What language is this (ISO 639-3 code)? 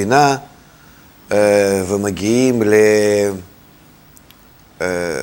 heb